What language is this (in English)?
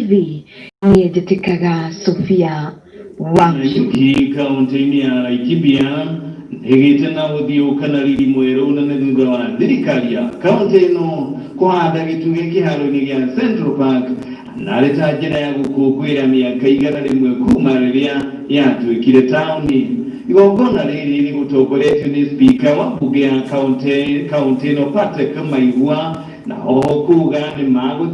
Kikuyu